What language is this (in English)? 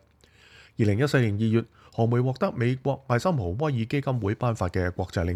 Cantonese